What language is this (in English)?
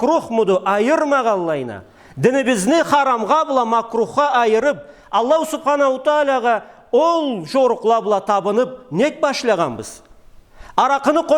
Karachay-Balkar